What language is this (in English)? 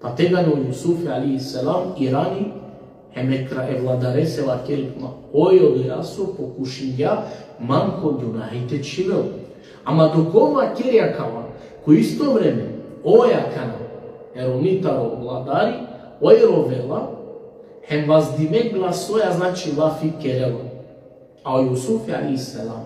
Balkan Romani